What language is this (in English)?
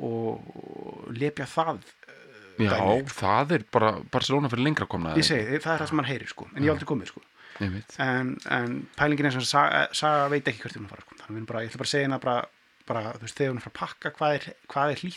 Icelandic